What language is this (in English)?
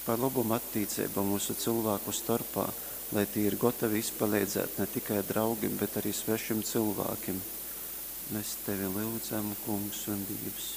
Latgalian